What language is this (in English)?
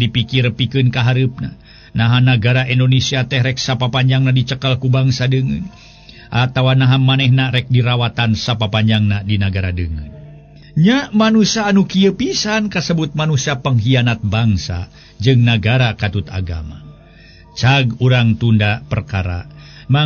Sundanese